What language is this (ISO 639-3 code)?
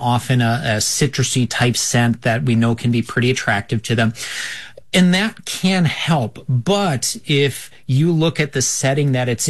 eng